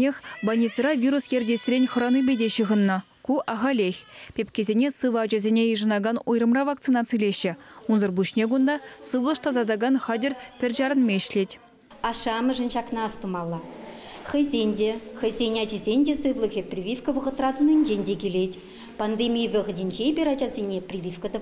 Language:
Chuvash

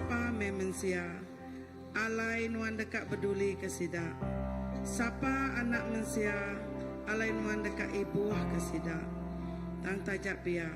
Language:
Iban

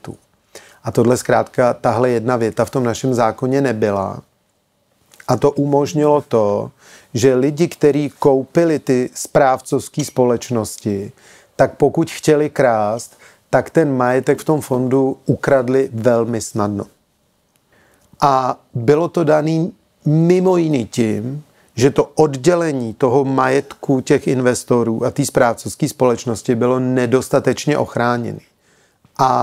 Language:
Czech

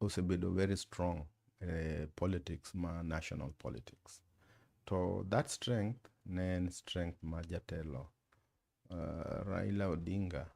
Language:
Luo (Kenya and Tanzania)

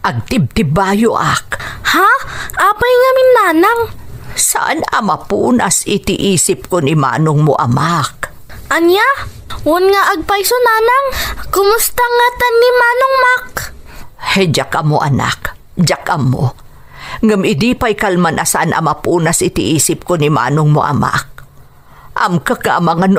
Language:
Iloko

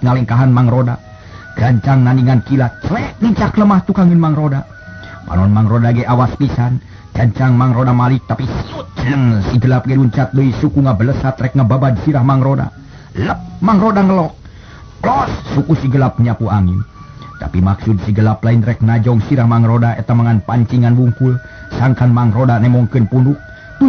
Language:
Sundanese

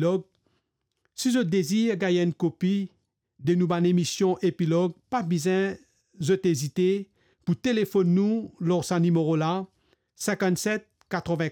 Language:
Morisyen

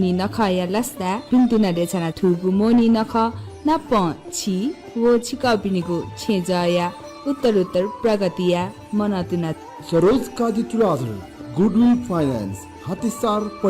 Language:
Newari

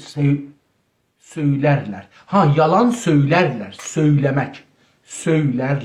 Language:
South Azerbaijani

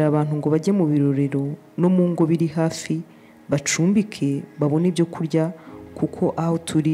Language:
Kinyarwanda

